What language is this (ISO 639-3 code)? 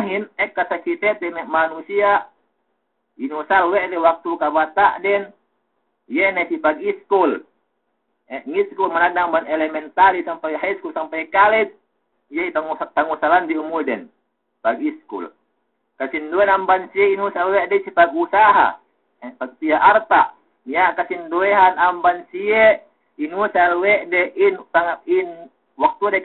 yka